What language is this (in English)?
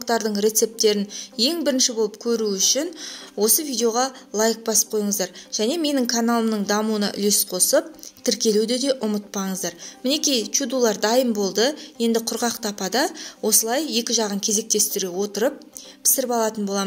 Kazakh